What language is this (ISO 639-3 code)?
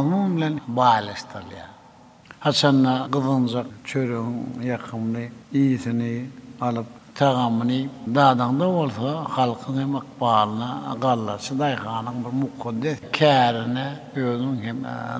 tuk